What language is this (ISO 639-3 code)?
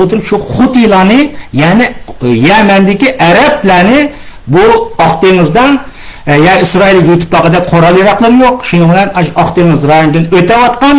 uig